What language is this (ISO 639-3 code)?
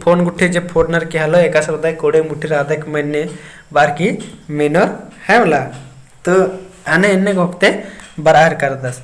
kru